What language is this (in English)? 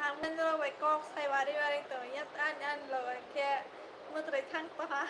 Kok Borok